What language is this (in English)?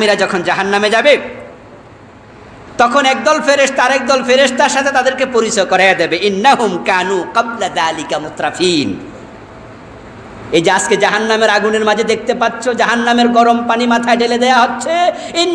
Bangla